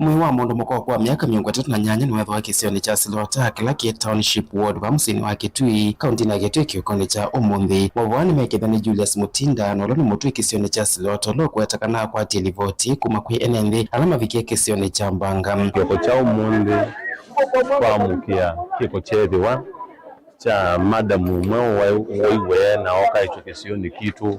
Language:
Kamba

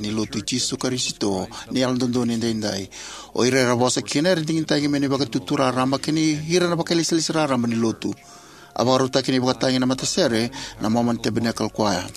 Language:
Fijian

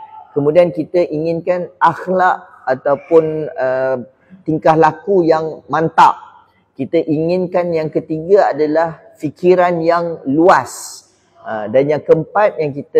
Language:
Malay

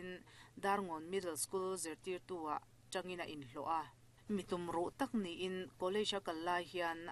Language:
Mizo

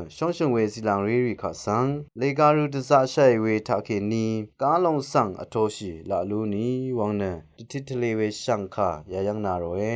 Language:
Rawang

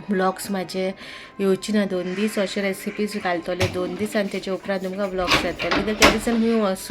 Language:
Konkani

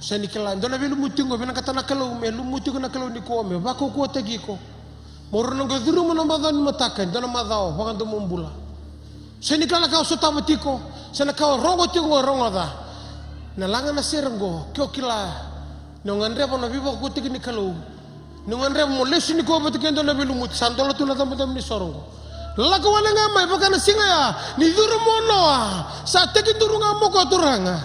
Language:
Fijian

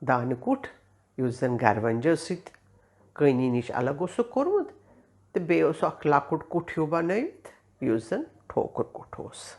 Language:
Kashmiri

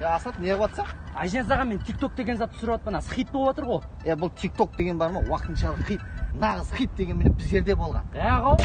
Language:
Kara-Kalpak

